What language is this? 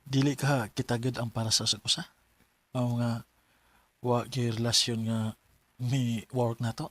Cebuano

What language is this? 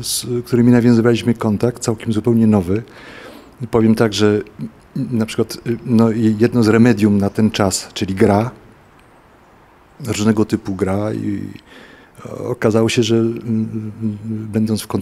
Polish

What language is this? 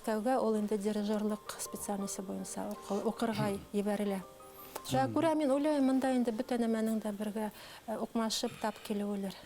Bashkir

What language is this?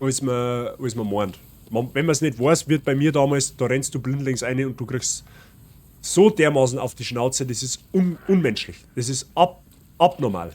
Bavarian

